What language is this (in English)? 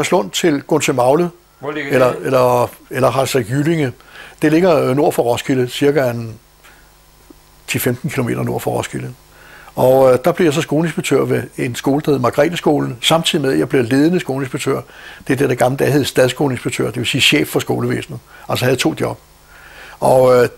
Danish